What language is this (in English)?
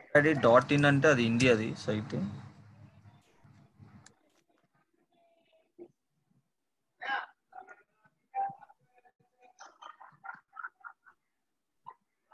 Telugu